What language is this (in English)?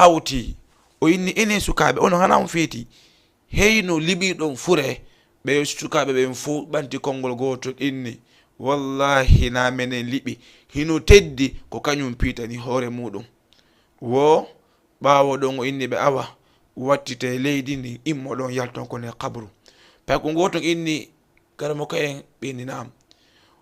Fula